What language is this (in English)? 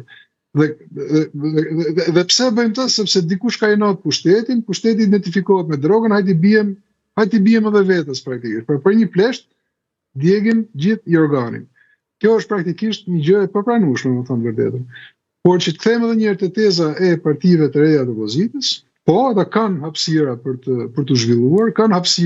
Albanian